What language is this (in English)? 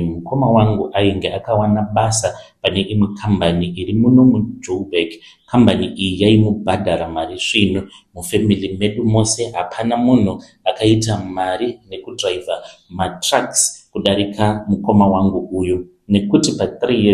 Shona